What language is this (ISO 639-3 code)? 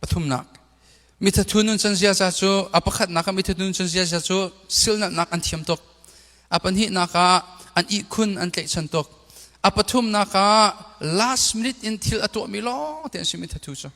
cnh